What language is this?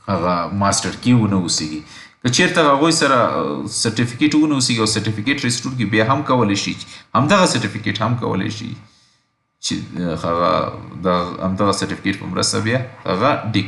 Pashto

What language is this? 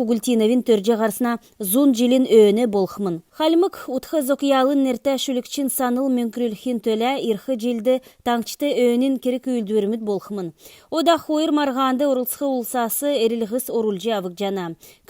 Kalmyk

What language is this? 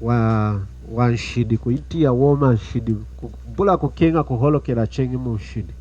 Lunda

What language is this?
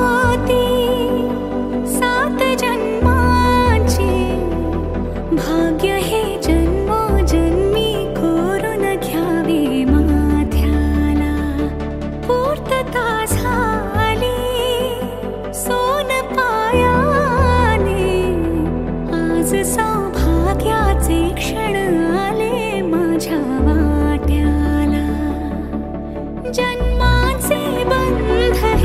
Marathi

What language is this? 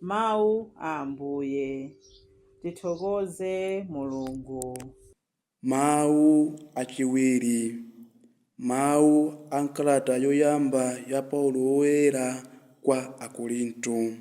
Nyanja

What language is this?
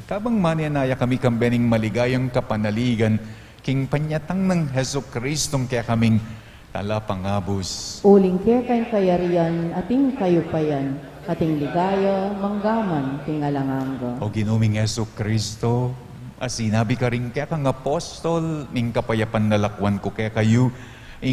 Pampanga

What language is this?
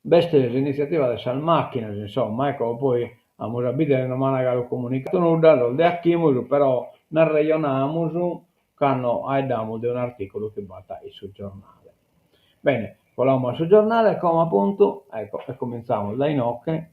Sardinian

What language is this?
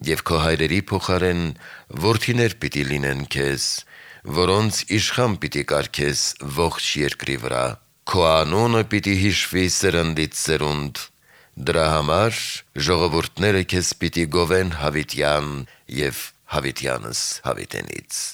Armenian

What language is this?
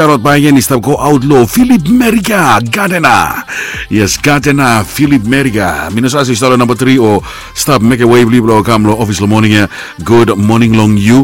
Bislama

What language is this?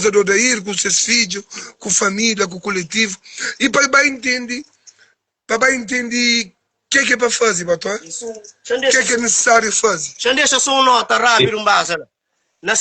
Kabuverdianu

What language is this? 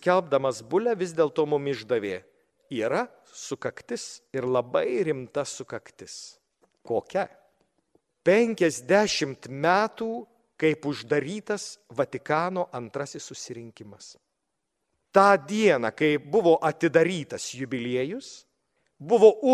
Lithuanian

